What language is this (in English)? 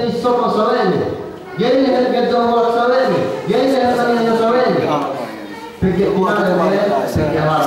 Yakan